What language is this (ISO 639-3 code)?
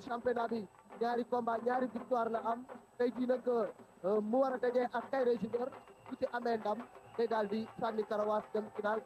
wol